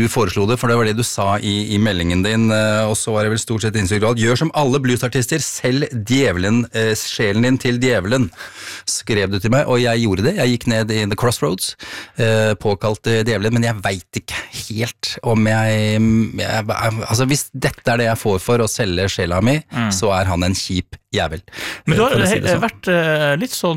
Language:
Norwegian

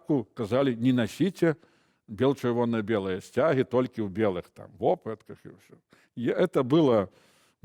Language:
Belarusian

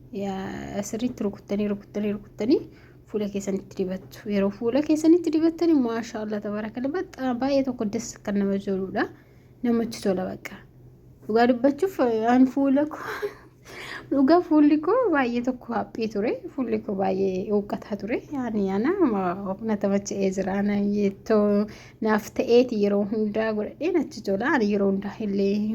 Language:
Oromo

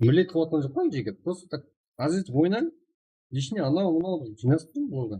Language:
Kara-Kalpak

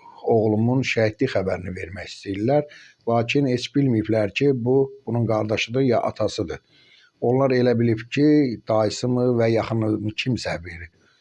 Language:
Azerbaijani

